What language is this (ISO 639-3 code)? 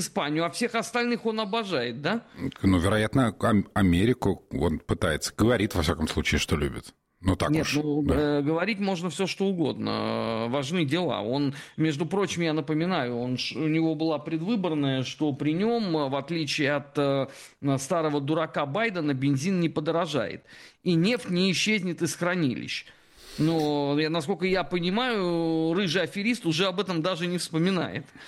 rus